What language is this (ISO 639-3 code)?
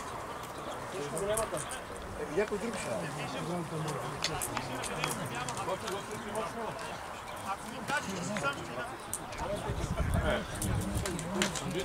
bul